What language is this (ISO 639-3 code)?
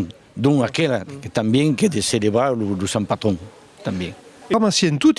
oci